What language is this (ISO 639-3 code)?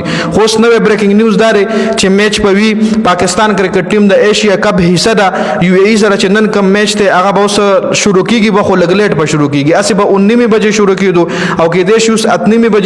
pus